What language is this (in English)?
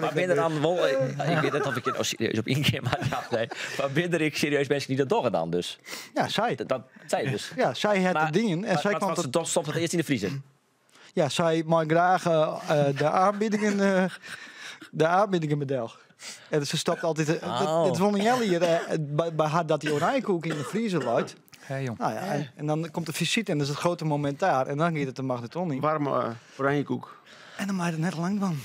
Western Frisian